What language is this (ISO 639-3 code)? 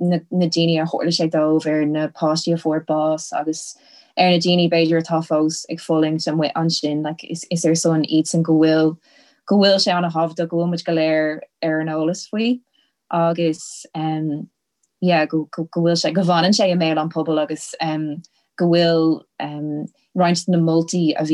gle